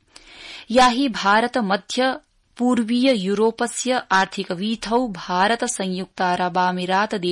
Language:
Sanskrit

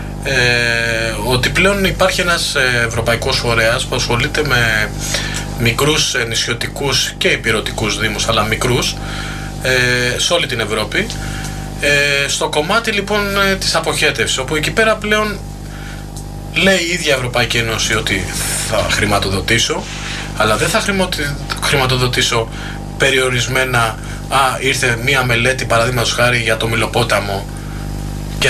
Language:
Greek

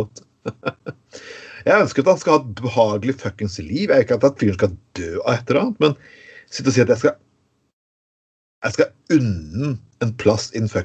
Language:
Norwegian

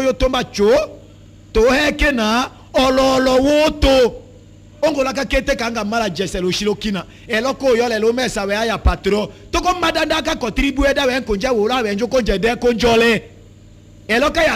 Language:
Tetela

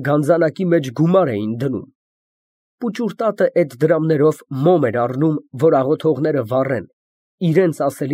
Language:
Armenian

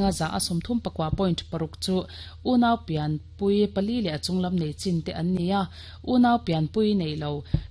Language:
Mizo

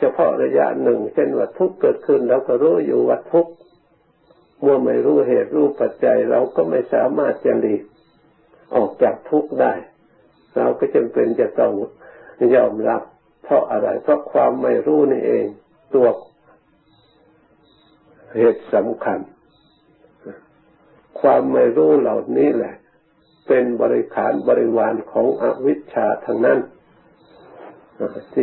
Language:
Thai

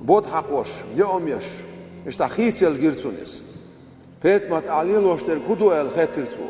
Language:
Chechen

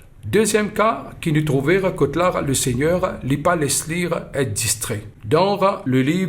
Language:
Morisyen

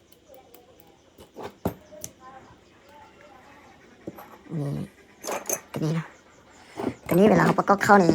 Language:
Lao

